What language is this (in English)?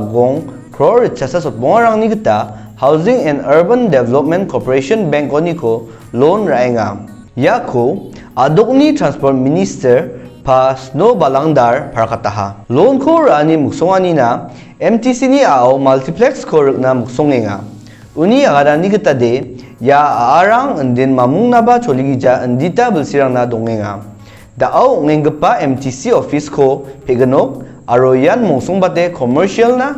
Garo